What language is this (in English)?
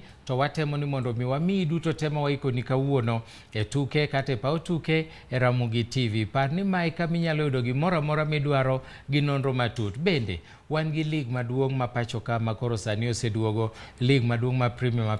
Luo (Kenya and Tanzania)